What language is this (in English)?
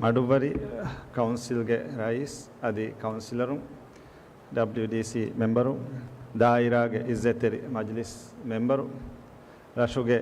Divehi